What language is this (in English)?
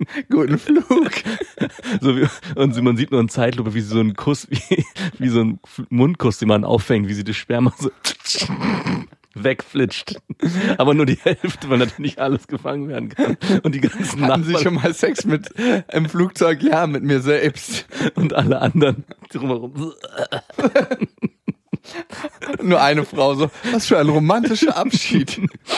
German